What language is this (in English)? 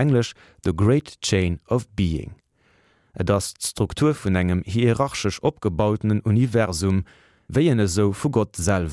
Luxembourgish